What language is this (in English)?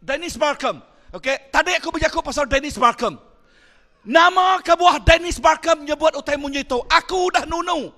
Iban